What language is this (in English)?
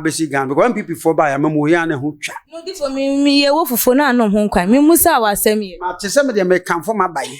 Akan